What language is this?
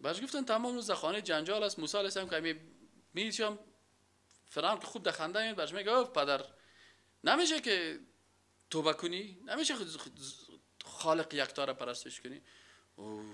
Persian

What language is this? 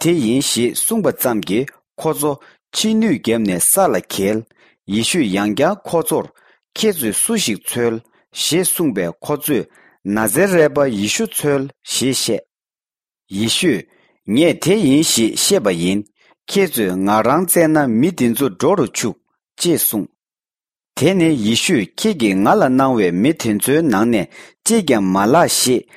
Tibetan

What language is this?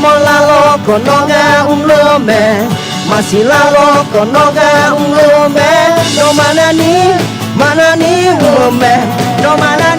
Akha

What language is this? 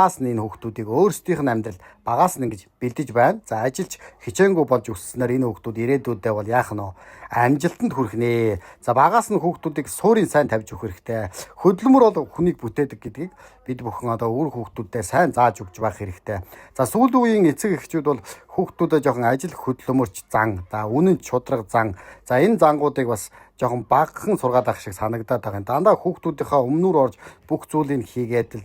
Mongolian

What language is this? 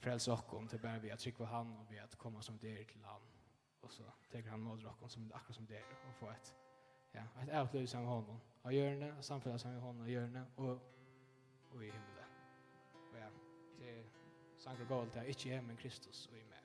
Faroese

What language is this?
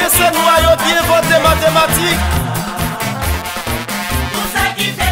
French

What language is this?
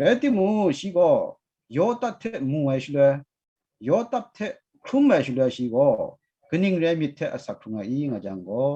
Kachin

